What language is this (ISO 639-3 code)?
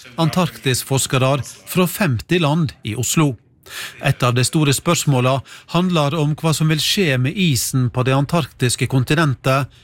nor